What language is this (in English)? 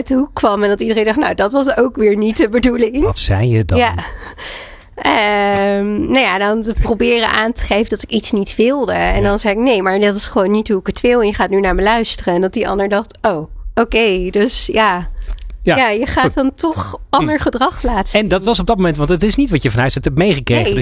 Dutch